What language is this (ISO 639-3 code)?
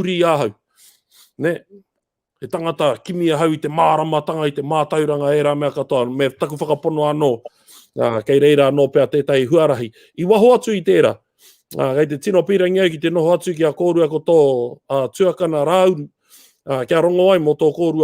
mri